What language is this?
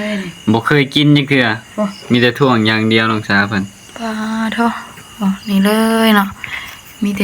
Northeastern Thai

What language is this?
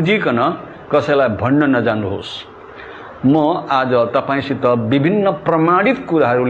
Nepali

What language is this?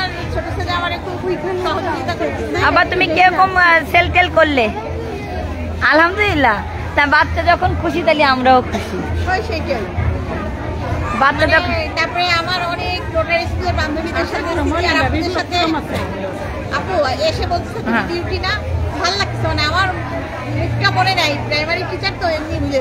Bangla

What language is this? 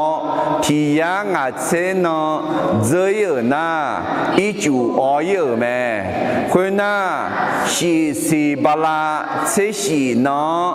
Akha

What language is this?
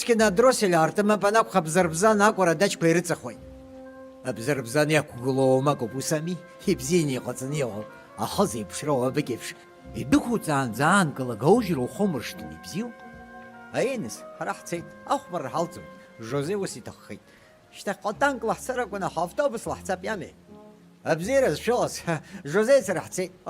Abkhazian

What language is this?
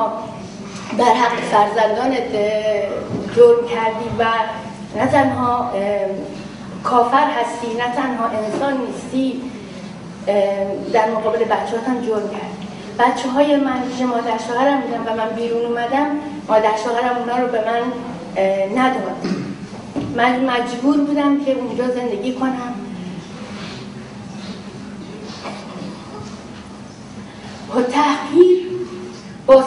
Persian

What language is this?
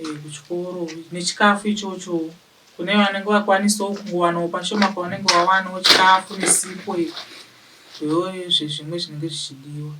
Shona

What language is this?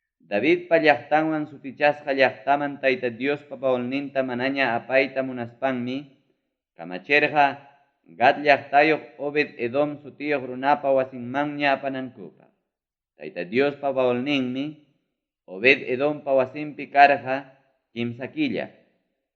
Ayacucho Quechua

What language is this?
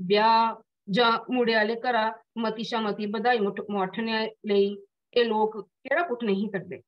Dogri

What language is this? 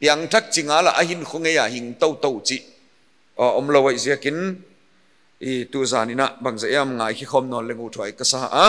Paite Chin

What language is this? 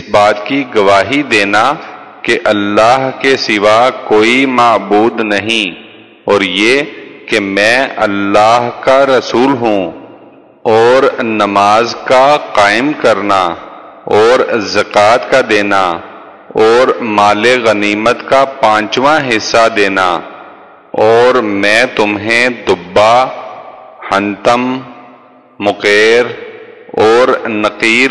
Urdu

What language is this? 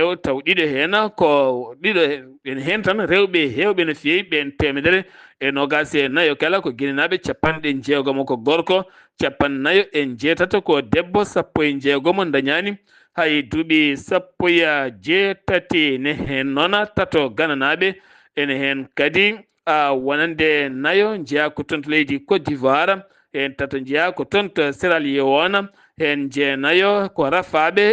Fula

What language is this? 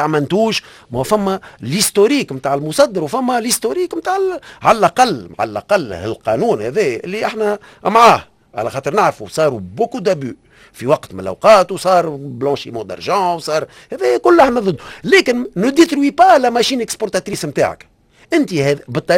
Tunisian Arabic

